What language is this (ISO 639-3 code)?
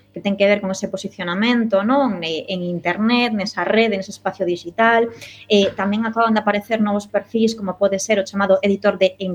glg